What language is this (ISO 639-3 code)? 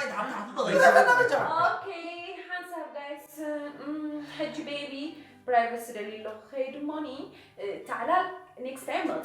tir